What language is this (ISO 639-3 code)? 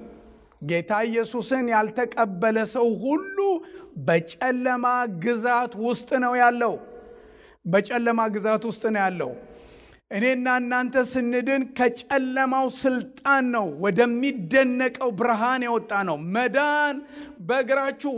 amh